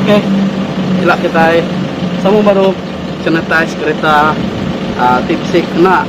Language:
Iban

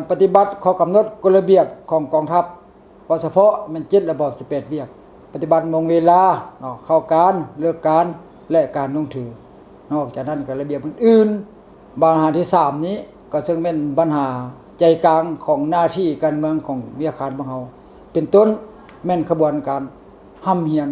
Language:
Lao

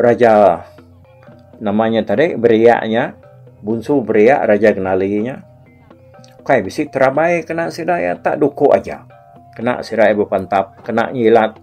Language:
Iban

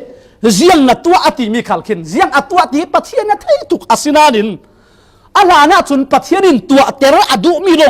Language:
Falam Chin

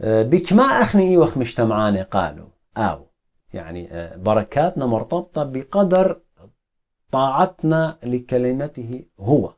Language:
Assyrian Neo-Aramaic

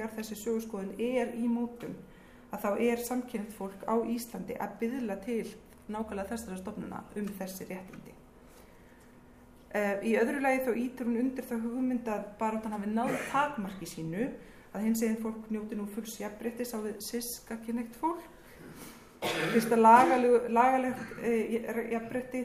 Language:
Icelandic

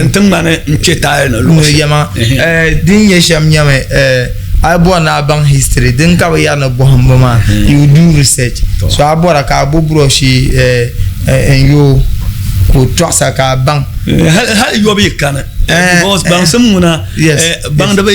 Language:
Dagbani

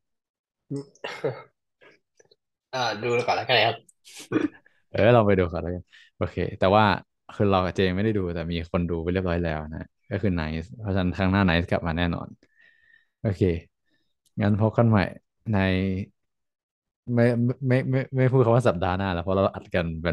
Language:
Thai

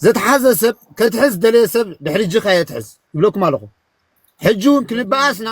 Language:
Tigrinya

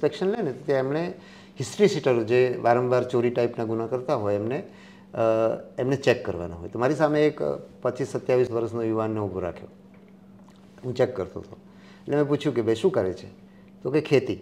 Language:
Gujarati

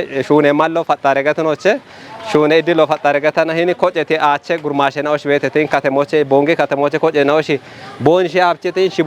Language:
Kafa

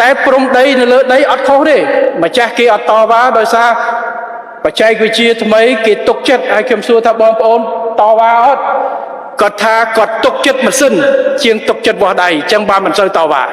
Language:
Khmer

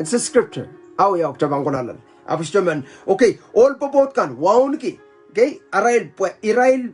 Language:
Pohnpeian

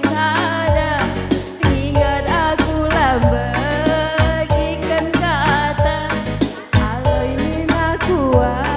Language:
Batak Karo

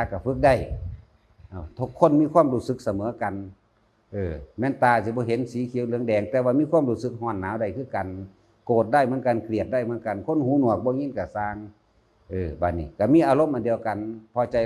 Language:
Northeastern Thai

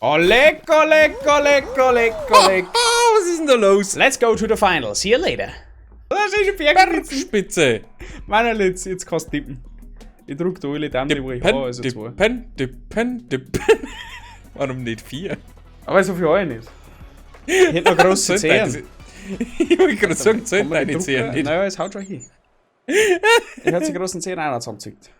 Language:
Bavarian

